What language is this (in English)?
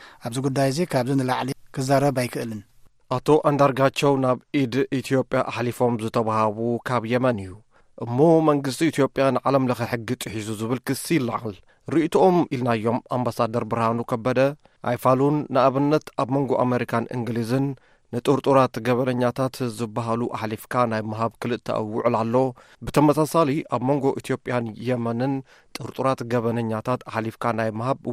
Tigrinya